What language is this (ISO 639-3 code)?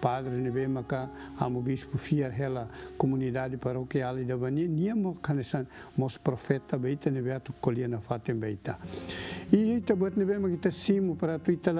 tet